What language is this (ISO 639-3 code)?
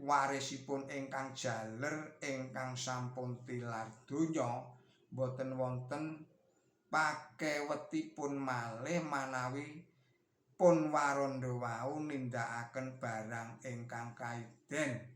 jav